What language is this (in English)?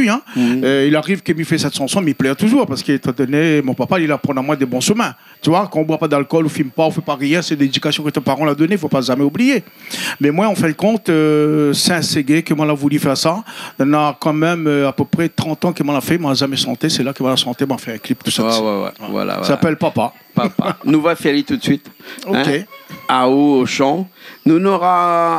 Réunion Creole French